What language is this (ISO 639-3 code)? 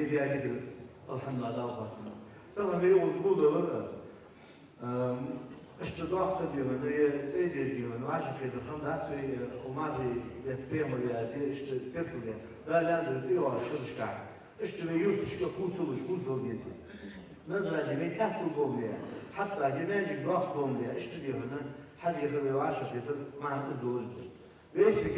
inh